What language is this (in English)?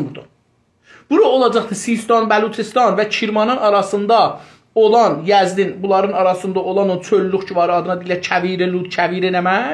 South Azerbaijani